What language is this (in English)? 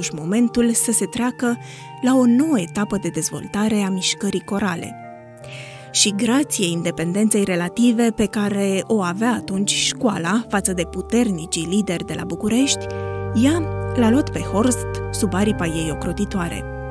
Romanian